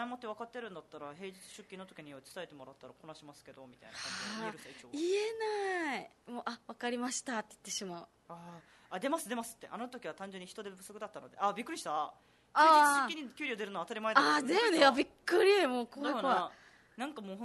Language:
Japanese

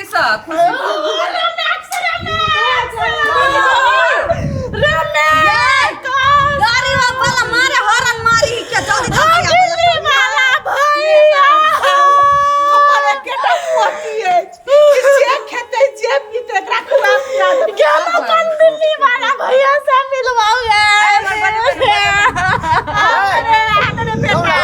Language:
Maithili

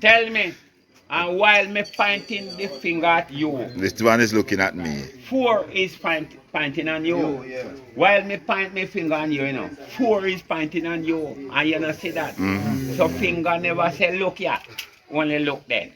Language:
Jamaican Creole English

